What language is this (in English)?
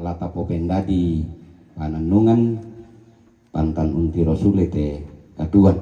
Toraja-Sa'dan